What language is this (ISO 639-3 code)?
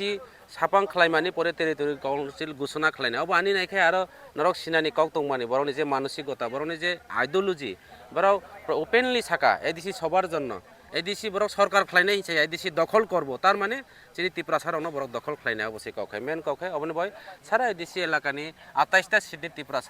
trp